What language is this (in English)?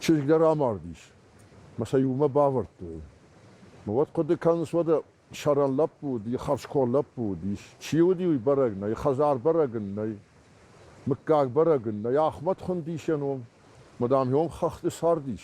Ossetic